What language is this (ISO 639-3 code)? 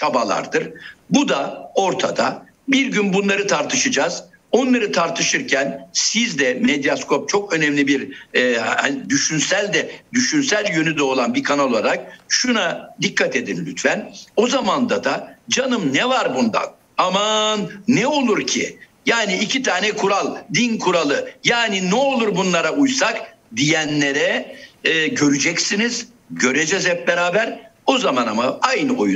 tur